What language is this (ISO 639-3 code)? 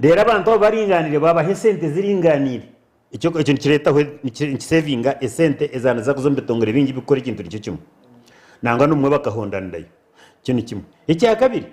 nyn